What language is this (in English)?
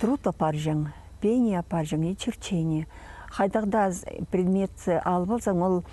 Khakas